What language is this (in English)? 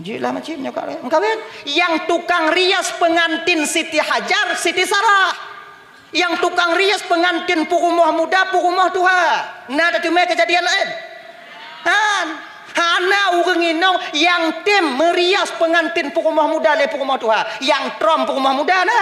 Achinese